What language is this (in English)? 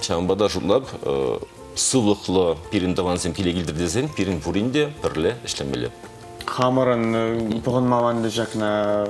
Chuvash